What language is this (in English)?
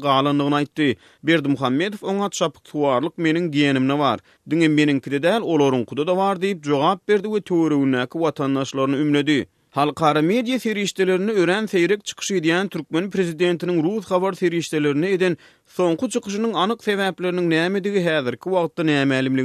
Turkmen